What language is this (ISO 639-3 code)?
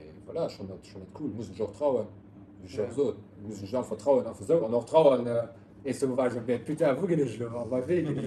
ltz